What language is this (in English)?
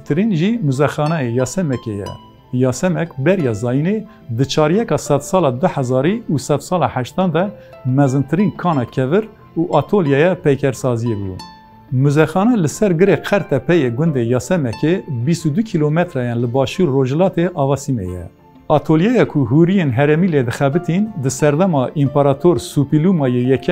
Kurdish